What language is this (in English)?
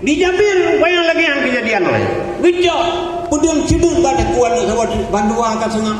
Achinese